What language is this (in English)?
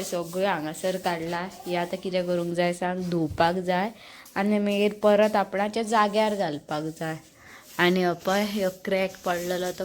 Konkani